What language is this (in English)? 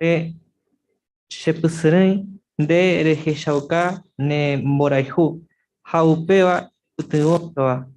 Guarani